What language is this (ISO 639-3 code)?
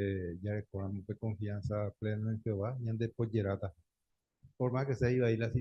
grn